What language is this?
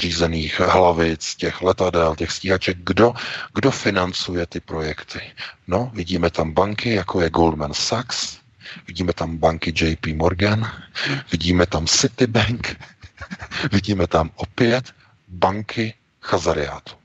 Czech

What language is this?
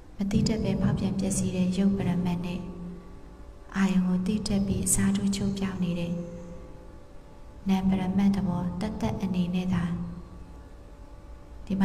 Burmese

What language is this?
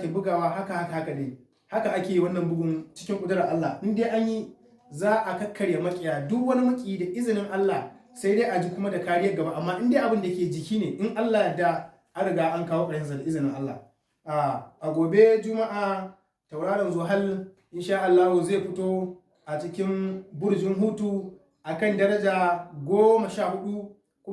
Hausa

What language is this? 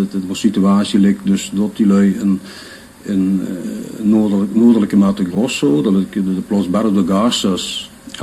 Limburgish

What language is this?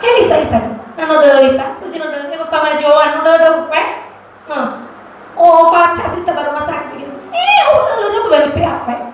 Nias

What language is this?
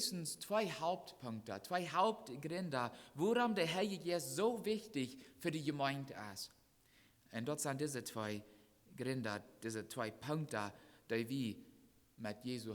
Plautdietsch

